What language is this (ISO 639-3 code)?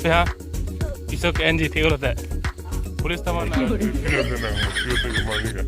mjw